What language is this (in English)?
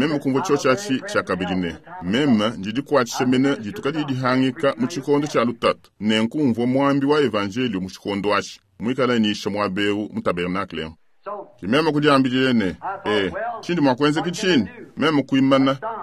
Luba-Lulua